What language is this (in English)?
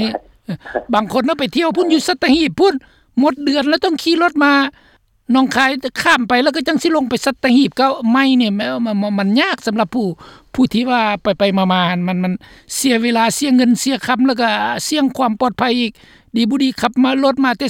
Lao